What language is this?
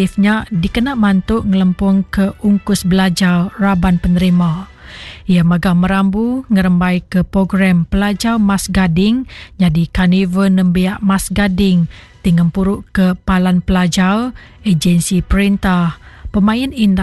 Iban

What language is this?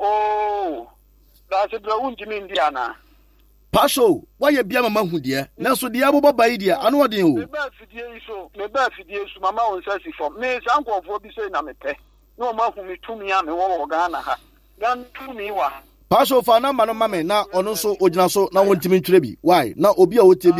Akan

